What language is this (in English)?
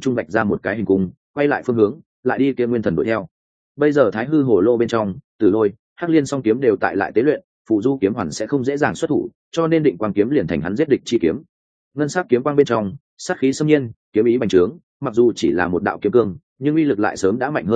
Vietnamese